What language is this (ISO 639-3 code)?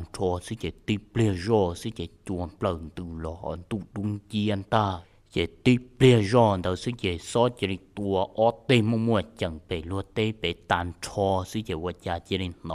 hmn